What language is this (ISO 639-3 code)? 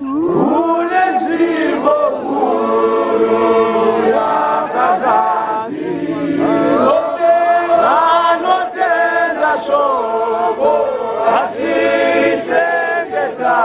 sna